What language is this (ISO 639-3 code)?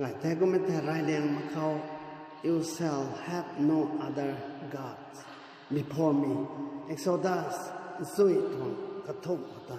nbu